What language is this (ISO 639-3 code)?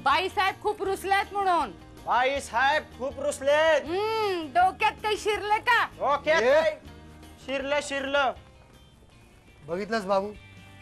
mar